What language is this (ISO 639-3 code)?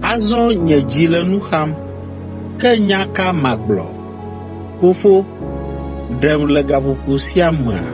ewe